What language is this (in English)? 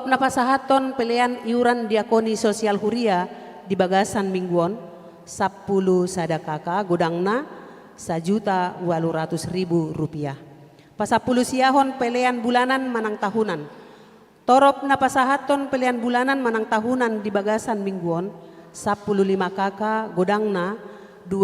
Batak Toba